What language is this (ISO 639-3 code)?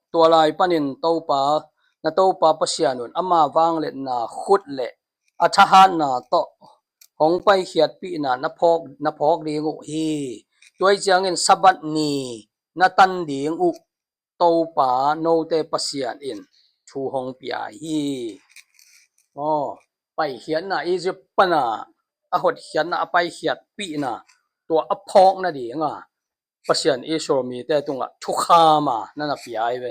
ctd